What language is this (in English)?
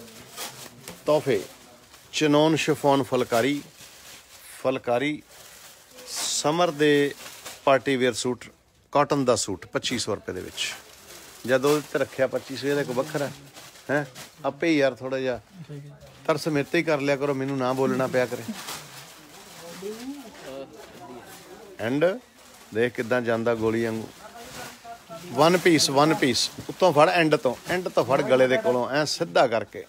Punjabi